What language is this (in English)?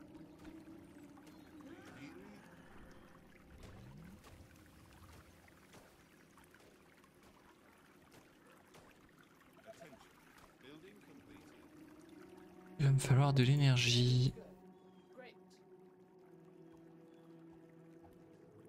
French